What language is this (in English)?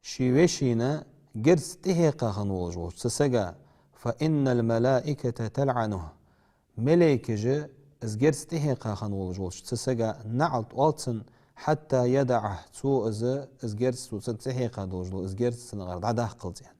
Ingush